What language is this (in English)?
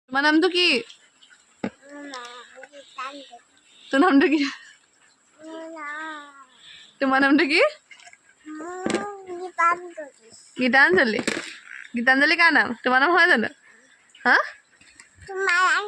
Assamese